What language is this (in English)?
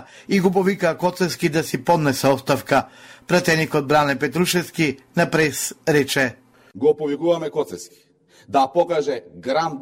Macedonian